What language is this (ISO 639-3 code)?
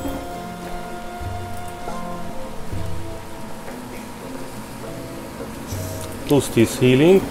hun